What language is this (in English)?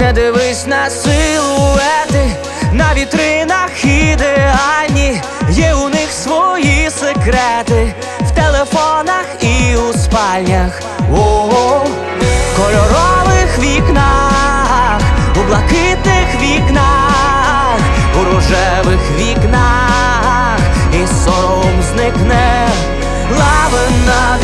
Ukrainian